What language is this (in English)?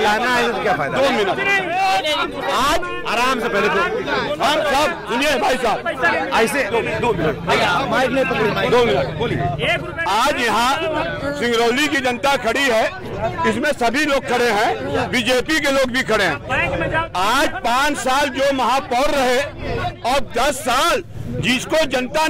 Hindi